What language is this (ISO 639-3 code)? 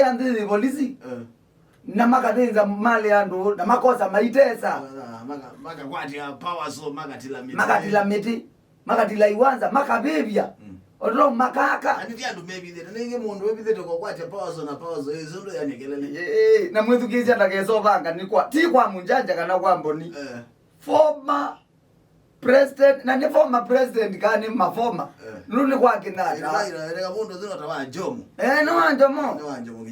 kam